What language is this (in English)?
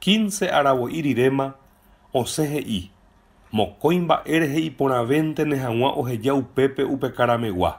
Guarani